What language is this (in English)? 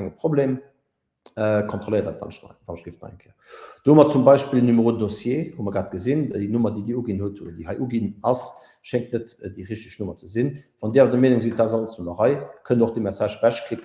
Luxembourgish